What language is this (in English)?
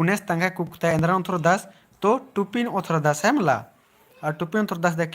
Kurukh